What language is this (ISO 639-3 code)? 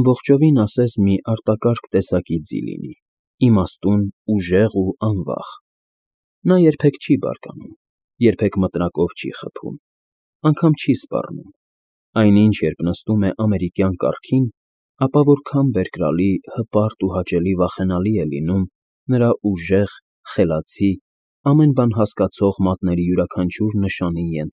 hye